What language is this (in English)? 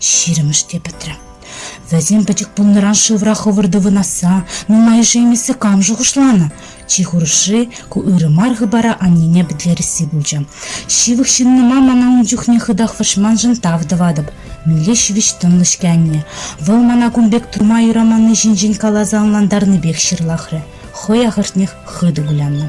Chuvash